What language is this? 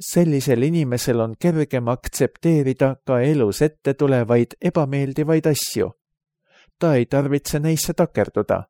Estonian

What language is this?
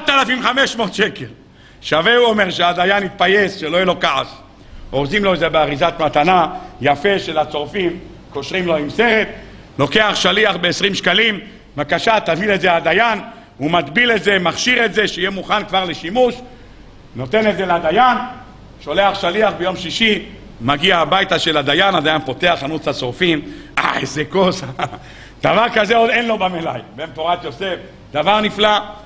Hebrew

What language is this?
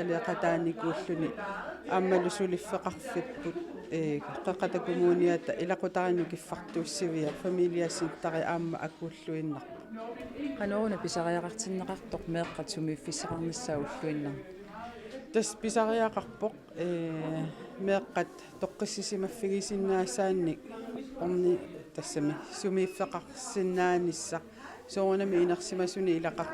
Kalaallisut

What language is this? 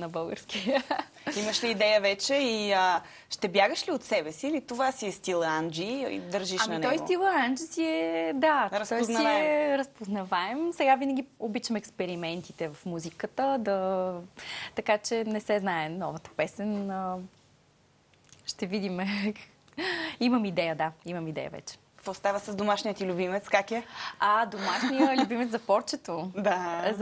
Bulgarian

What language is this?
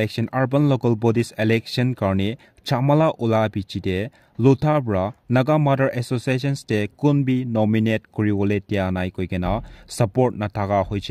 Naga Pidgin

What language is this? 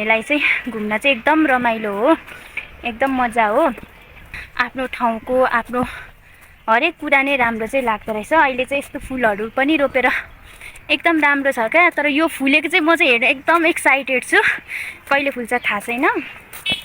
Nepali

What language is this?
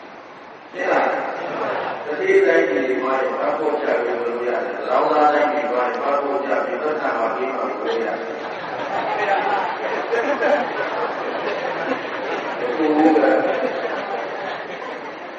Burmese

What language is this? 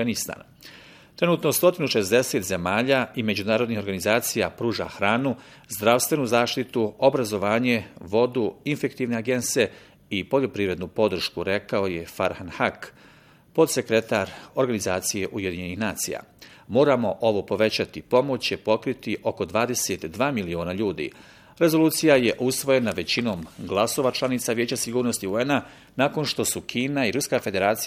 Bosnian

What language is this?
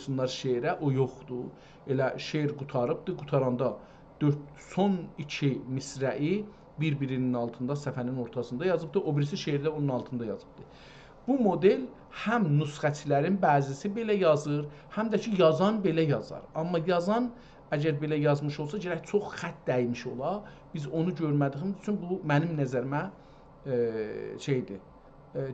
South Azerbaijani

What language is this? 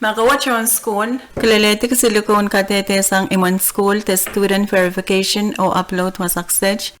Pohnpeian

